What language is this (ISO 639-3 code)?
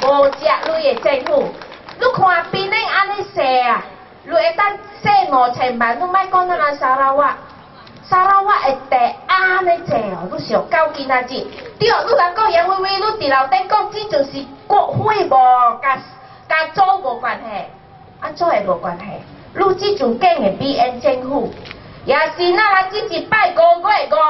nan